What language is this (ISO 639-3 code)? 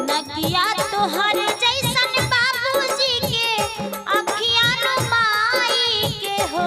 mai